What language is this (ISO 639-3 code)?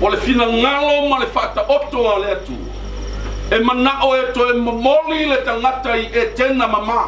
smo